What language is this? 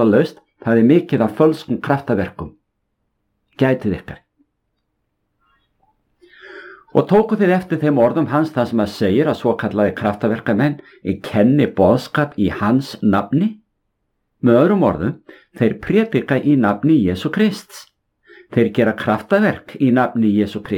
Icelandic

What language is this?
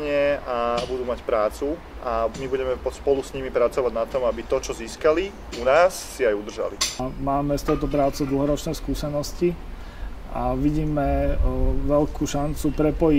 Slovak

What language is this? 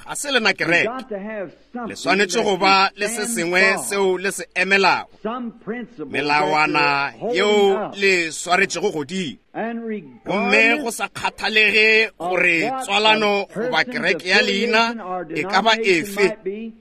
Northern Sotho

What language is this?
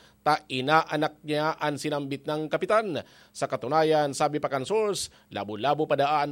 Bikol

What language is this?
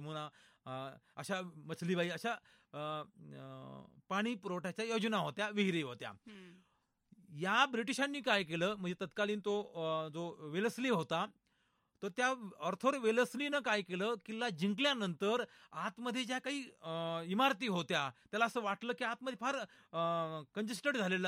Marathi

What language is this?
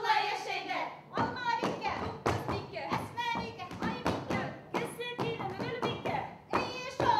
Bashkir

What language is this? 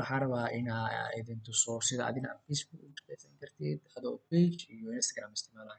Somali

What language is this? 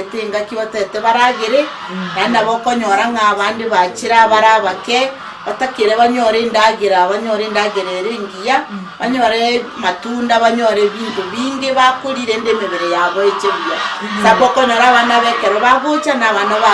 Gusii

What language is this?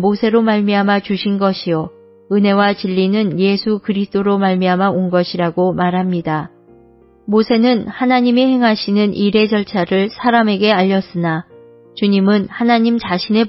Korean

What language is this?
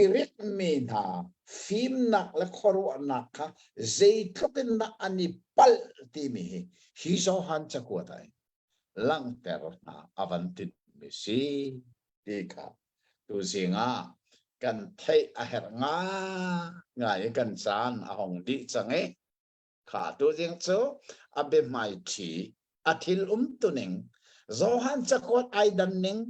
Hakha Chin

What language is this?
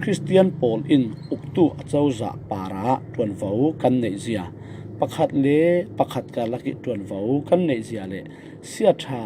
Falam Chin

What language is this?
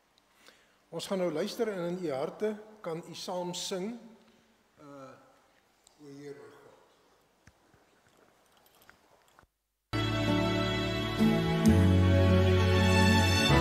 Afrikaans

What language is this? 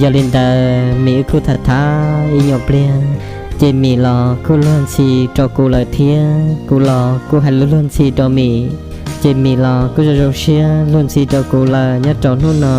Hmong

